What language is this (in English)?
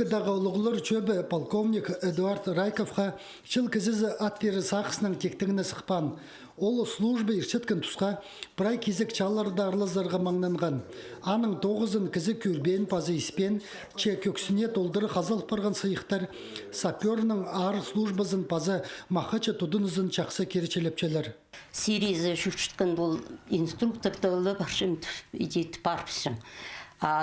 Khakas